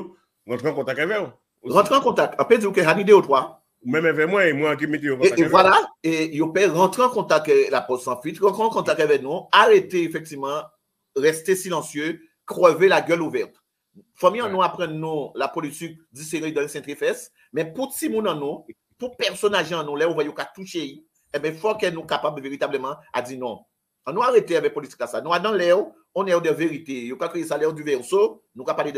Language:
French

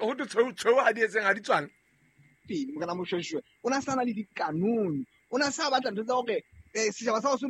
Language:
Southern Sotho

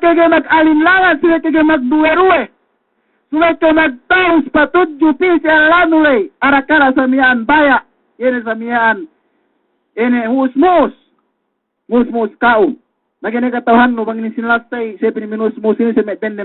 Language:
Yakan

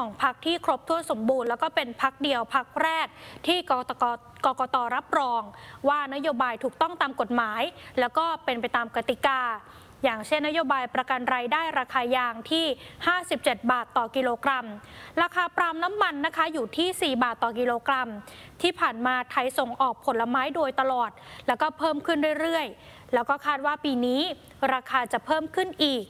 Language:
Thai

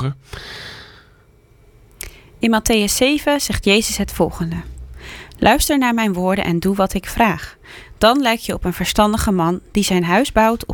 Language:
Dutch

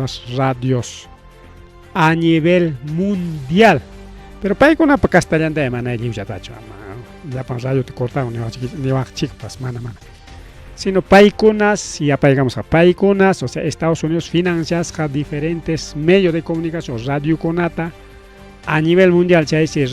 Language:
Ayacucho Quechua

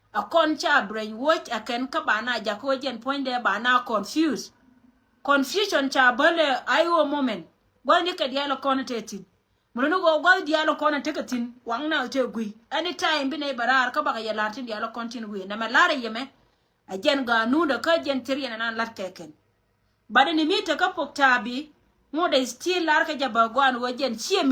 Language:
Nuer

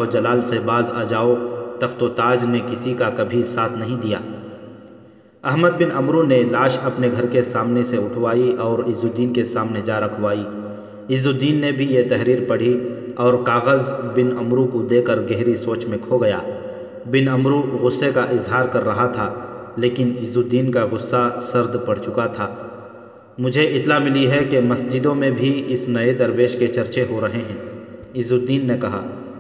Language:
Urdu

